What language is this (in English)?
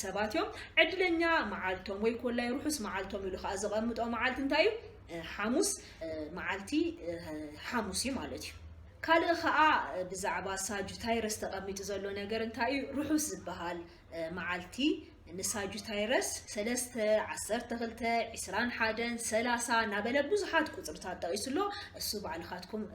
Tigrinya